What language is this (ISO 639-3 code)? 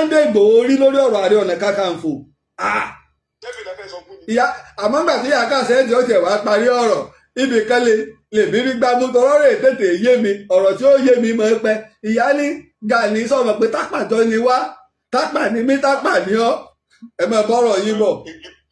yor